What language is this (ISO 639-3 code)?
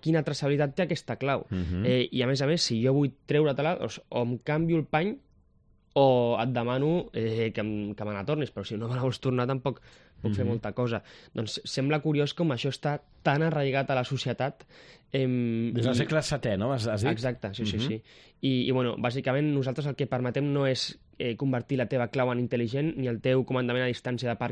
cat